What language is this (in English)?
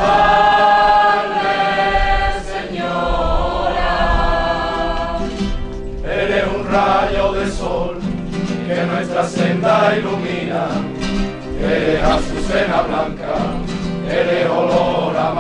Spanish